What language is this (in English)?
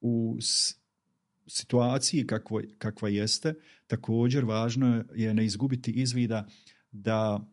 Bosnian